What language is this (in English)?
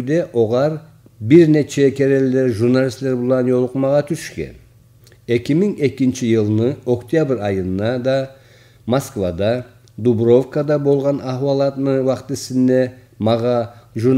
Kumyk